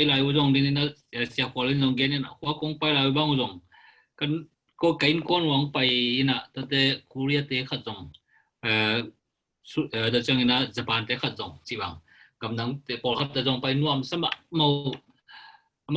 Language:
Tedim Chin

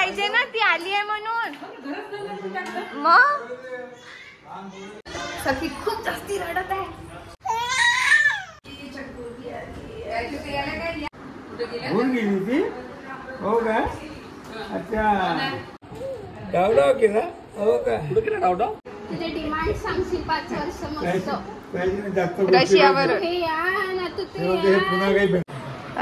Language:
Marathi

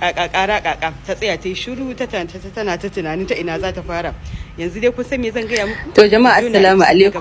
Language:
Hausa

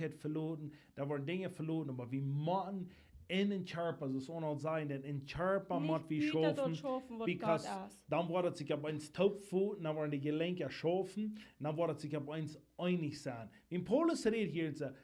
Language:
Plautdietsch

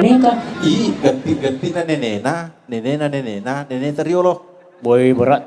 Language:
Buginese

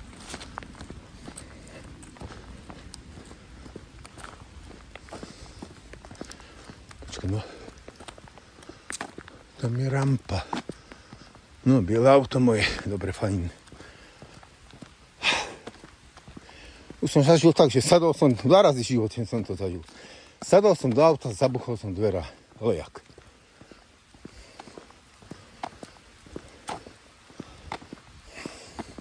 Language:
Slovak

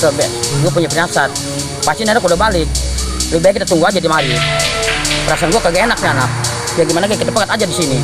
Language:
Betawi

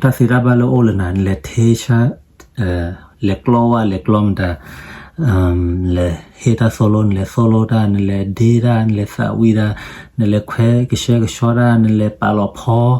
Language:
S'gaw Karen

